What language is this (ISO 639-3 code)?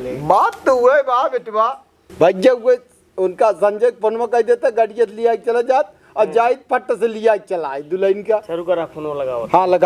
awa